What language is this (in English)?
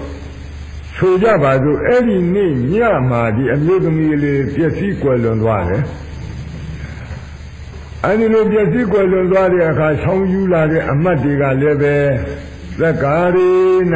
Burmese